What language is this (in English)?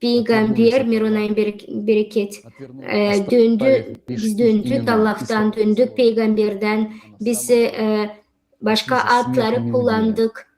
Gagauz